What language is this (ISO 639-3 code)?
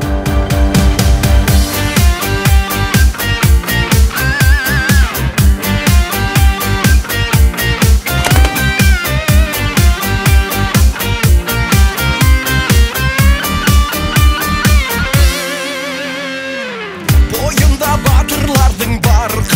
kaz